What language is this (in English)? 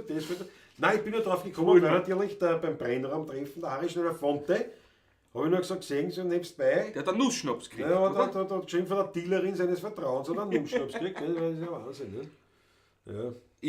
Bavarian